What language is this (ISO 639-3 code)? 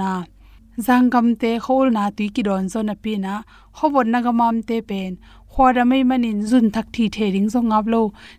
ctd